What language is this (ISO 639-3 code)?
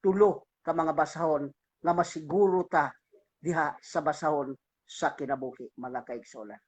ceb